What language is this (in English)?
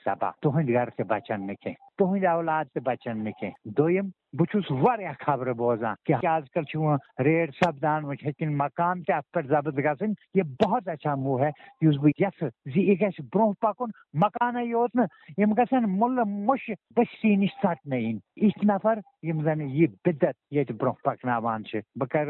Kashmiri